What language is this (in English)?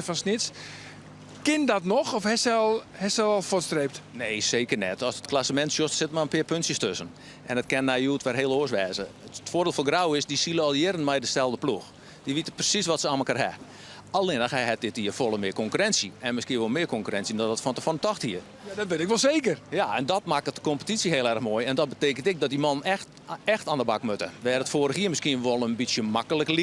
Western Frisian